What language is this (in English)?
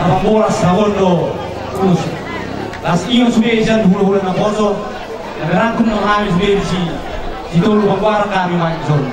Batak Toba